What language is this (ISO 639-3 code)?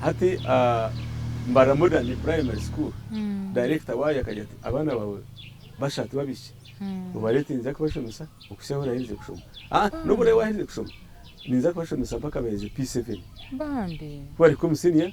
nyn